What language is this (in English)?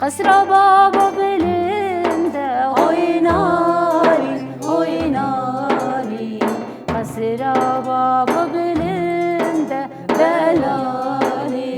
Kurdish